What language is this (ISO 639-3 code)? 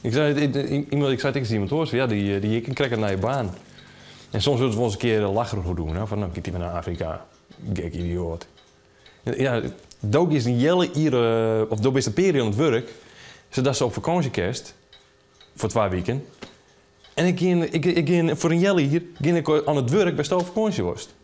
fry